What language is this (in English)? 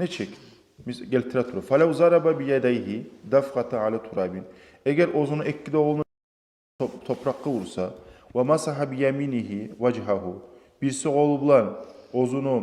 Kumyk